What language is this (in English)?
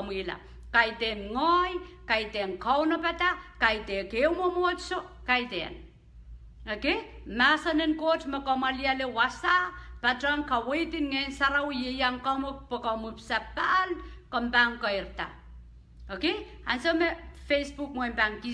Pohnpeian